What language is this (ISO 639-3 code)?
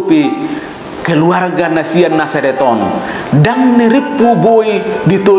bbc